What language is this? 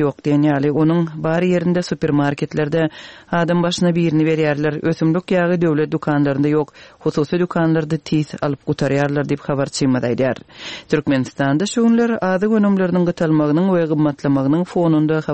Turkmen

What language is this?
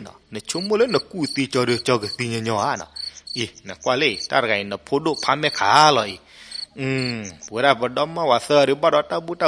S'gaw Karen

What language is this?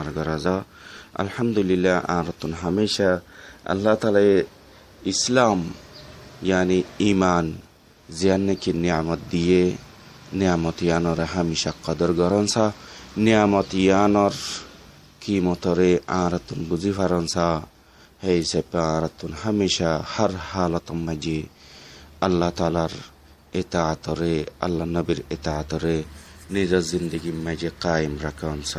Rohingya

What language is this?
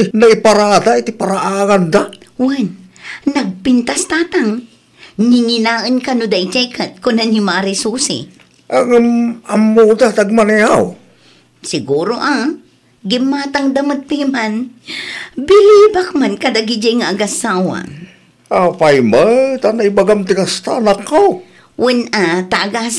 Iloko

